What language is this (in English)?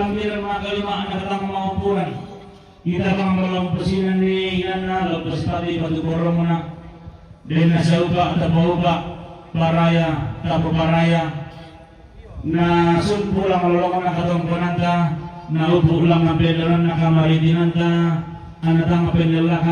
Toraja-Sa'dan